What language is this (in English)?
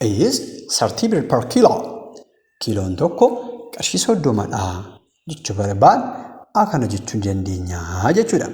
Oromo